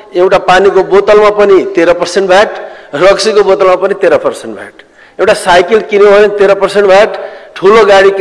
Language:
Nepali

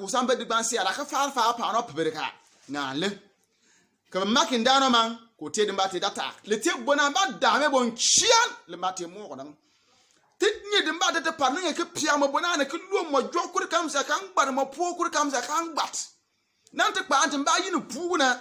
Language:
Bimoba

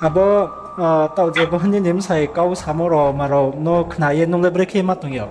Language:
Riang (India)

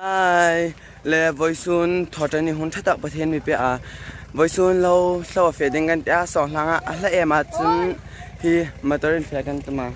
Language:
Hmar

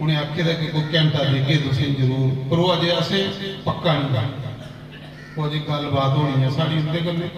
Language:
Dogri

